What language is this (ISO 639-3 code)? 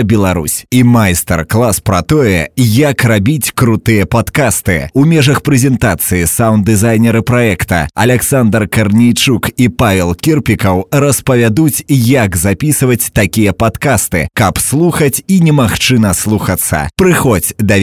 bel